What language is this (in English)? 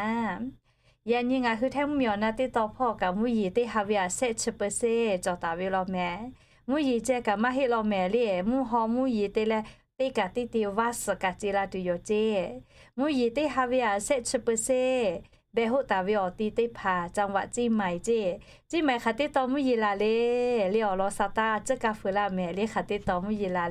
Lahu